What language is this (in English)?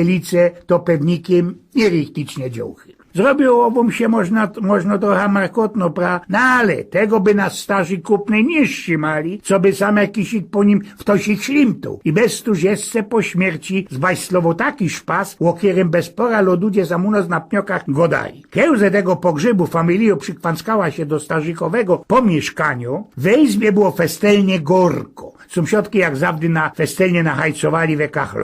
Silesian